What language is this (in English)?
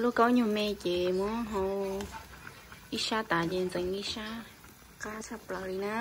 Hmong